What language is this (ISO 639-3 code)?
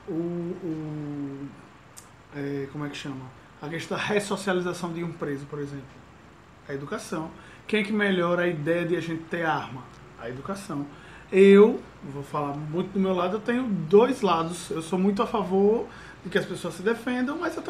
por